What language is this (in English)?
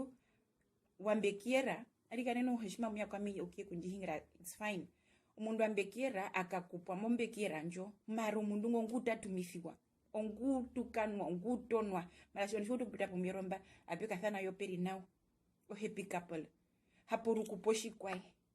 Herero